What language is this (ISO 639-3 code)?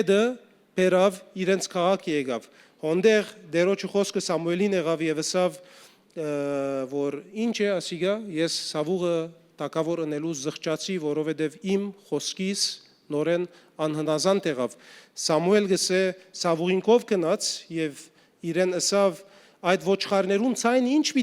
hyw